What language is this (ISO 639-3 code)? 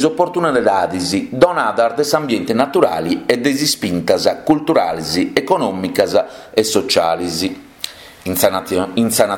srd